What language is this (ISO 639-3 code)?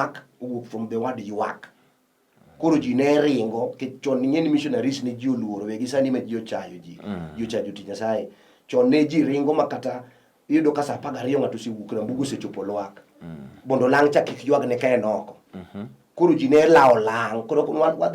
luo